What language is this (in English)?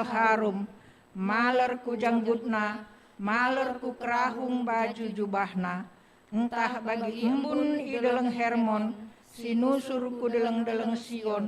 Batak Karo